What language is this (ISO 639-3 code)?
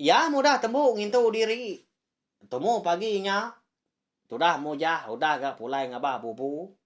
iba